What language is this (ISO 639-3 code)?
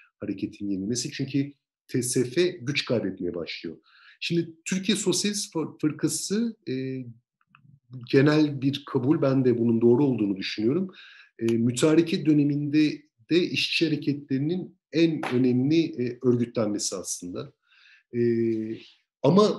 tur